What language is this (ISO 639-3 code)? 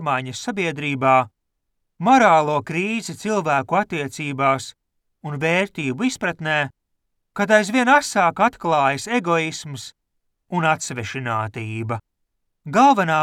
lav